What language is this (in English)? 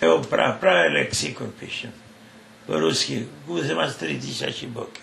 Rusyn